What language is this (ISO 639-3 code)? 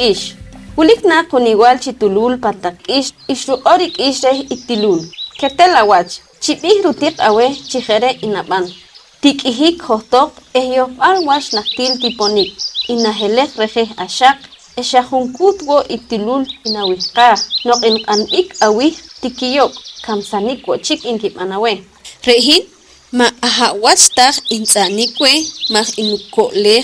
poh